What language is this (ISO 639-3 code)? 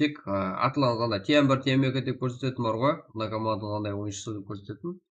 kaa